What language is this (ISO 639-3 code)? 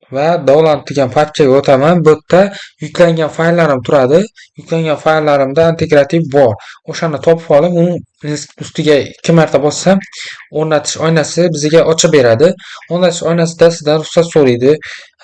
uzb